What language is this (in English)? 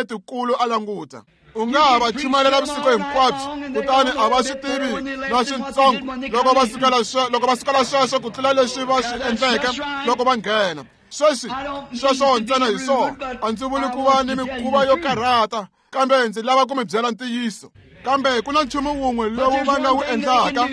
Tsonga